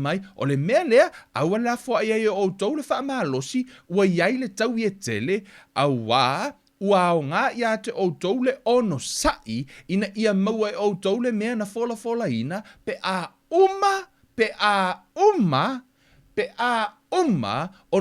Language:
Samoan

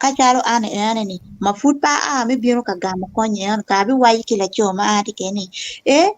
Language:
Acoli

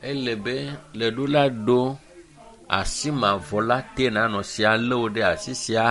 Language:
Ewe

